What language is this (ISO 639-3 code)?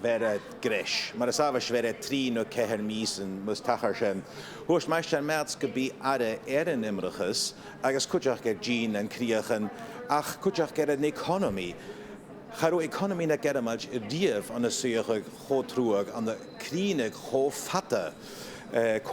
gla